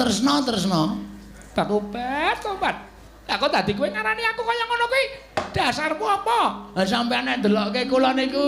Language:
Javanese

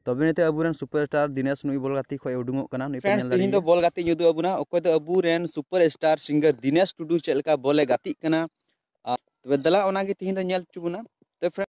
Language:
Santali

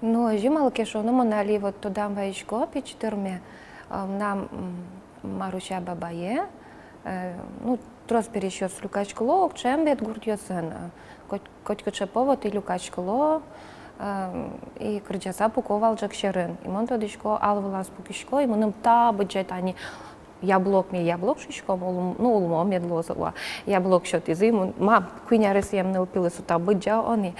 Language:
Udmurt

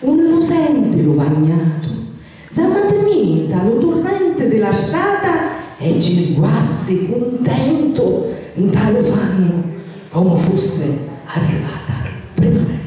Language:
Sicilian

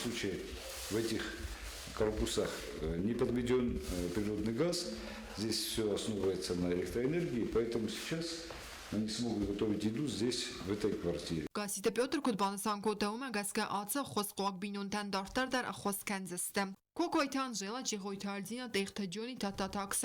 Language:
Ossetic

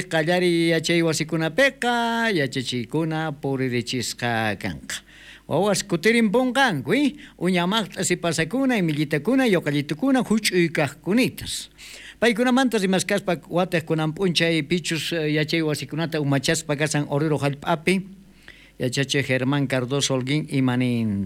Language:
South Bolivian Quechua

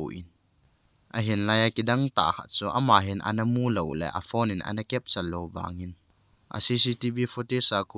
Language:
Thado Chin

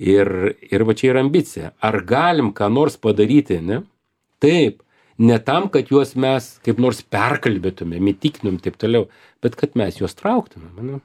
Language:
Lithuanian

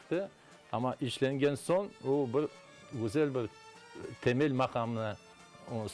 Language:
Crimean Tatar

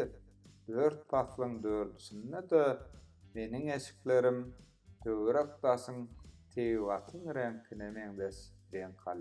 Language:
Turkmen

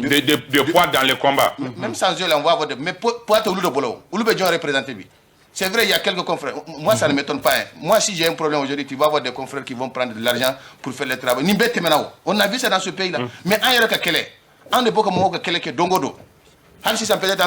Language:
Bambara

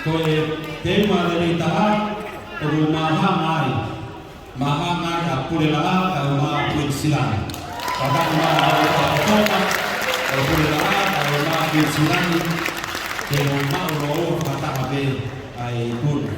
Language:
Tongan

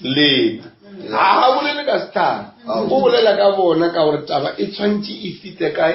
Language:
Northern Sotho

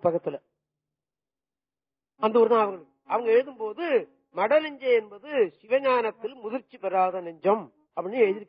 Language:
Tamil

